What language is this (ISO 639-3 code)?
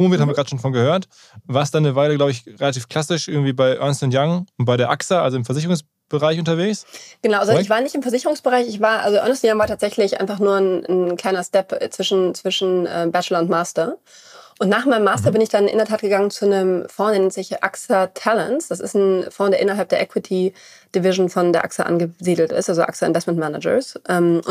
deu